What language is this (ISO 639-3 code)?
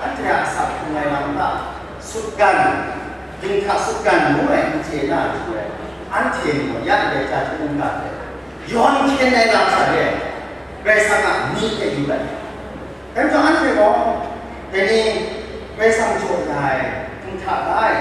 kac